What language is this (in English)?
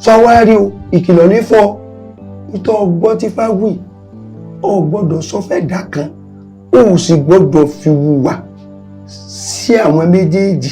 Yoruba